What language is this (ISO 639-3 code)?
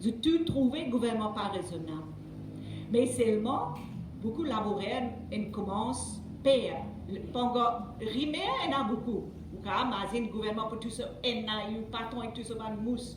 mfe